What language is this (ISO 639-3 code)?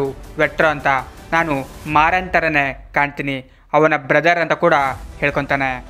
kan